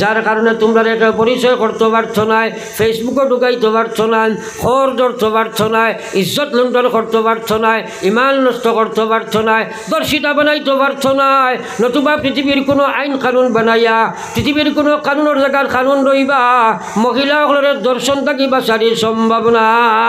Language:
Sylheti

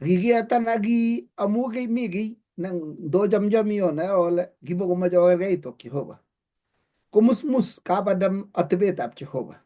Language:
Kalenjin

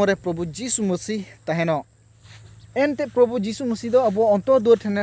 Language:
Santali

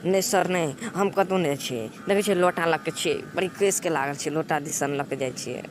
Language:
Maithili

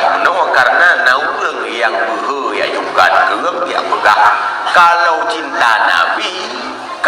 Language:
Achinese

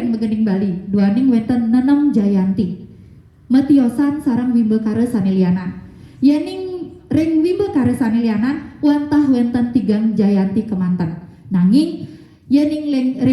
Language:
Balinese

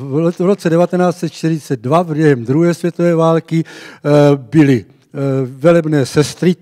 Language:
Czech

